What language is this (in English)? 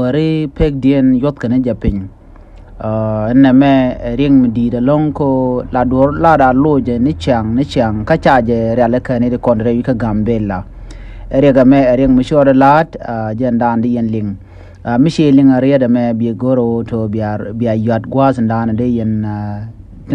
Nuer